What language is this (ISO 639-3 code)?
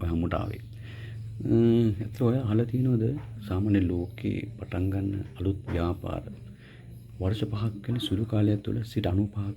sin